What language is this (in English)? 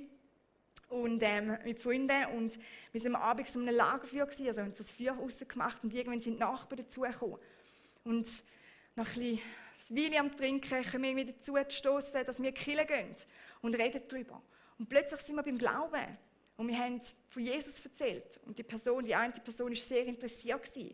Swiss German